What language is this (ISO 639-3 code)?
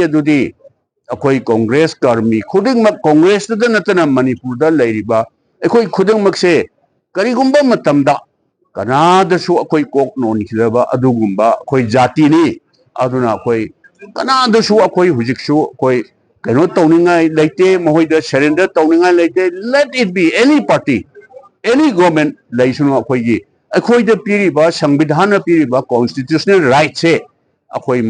mni